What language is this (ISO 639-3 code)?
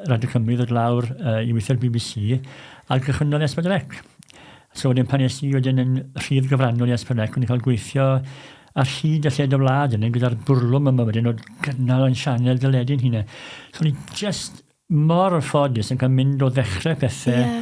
cym